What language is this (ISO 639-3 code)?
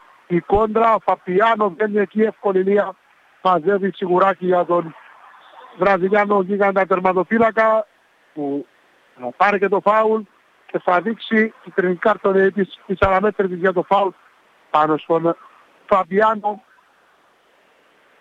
ell